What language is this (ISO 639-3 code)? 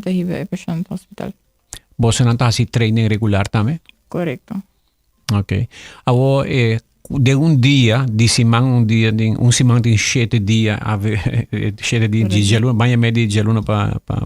pap